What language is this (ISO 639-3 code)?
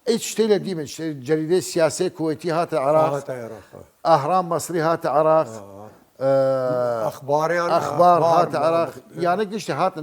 sdh